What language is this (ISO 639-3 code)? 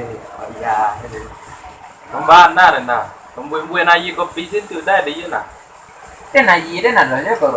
min